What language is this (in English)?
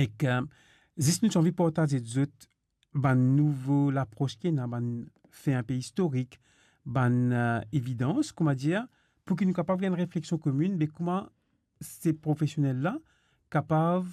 Morisyen